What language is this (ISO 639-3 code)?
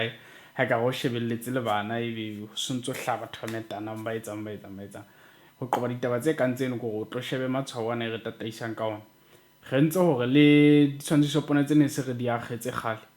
sot